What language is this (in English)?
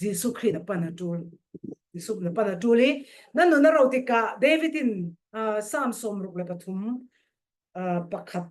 Falam Chin